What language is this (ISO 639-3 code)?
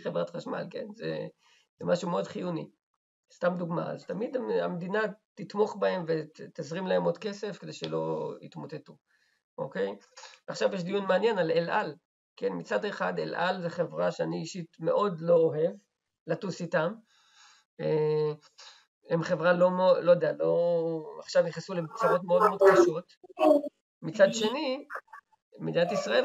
heb